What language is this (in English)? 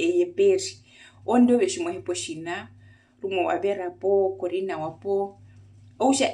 Herero